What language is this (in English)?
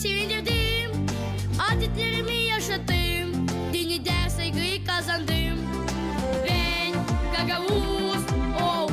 Gagauz